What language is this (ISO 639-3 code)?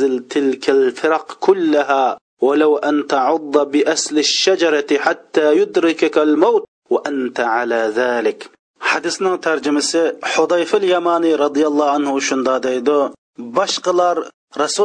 uig